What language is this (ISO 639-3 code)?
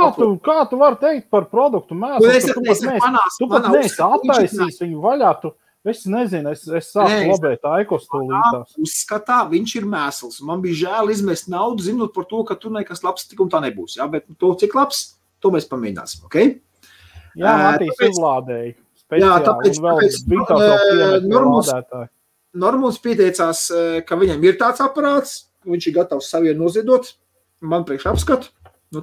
lav